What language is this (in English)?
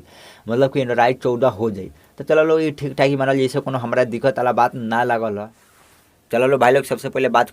Bhojpuri